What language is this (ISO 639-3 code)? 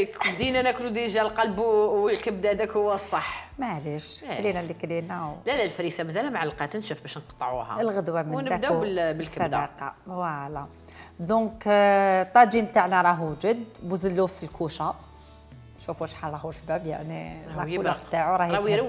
arq